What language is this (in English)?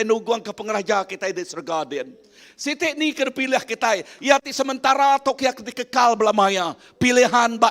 Iban